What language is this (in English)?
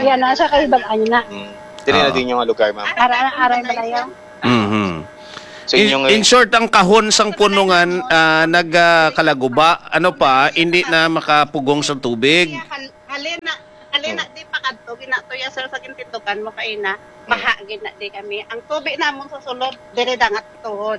Hiligaynon